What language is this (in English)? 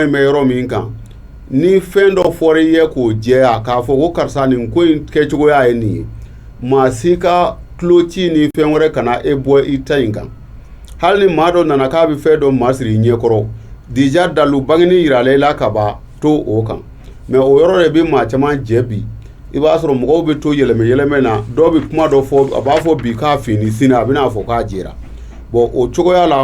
Bambara